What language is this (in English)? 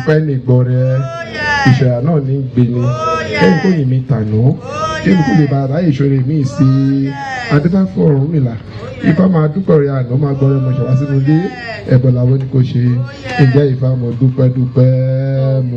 Yoruba